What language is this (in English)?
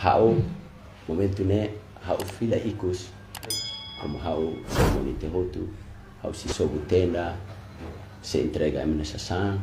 Tetum